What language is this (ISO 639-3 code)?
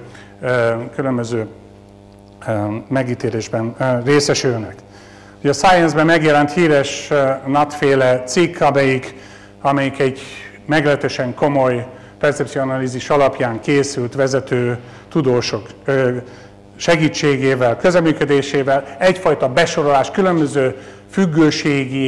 hun